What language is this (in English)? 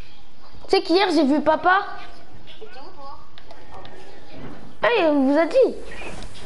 French